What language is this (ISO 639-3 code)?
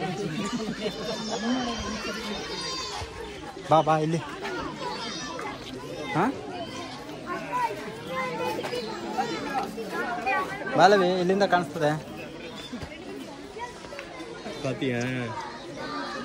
kan